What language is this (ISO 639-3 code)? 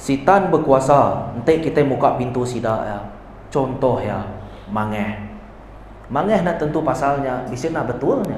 iba